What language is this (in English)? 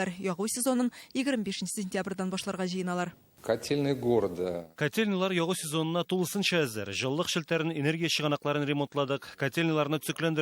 Tatar